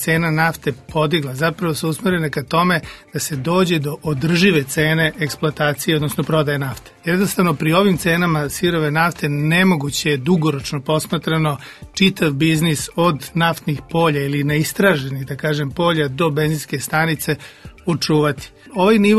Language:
Serbian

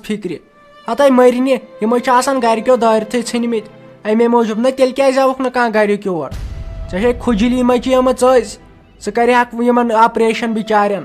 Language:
Kashmiri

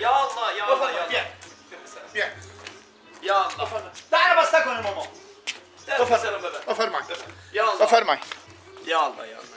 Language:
Persian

